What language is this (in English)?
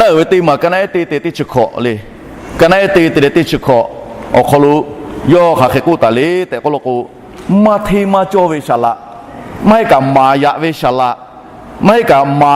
Lahu